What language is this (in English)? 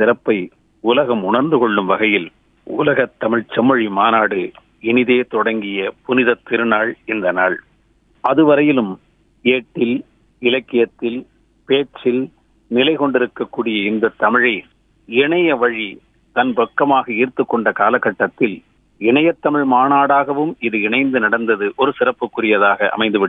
Tamil